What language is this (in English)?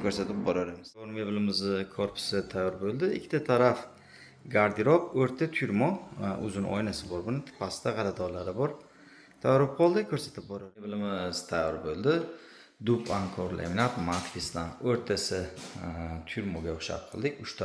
Uzbek